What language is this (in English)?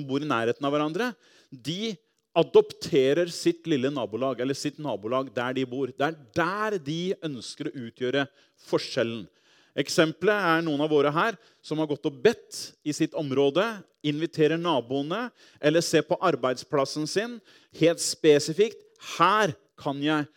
Norwegian